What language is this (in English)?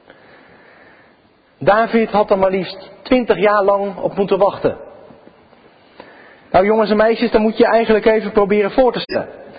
Dutch